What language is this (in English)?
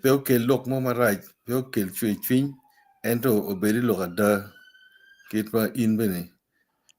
Acoli